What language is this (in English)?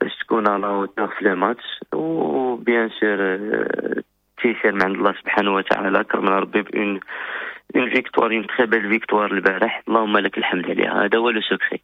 Moroccan Arabic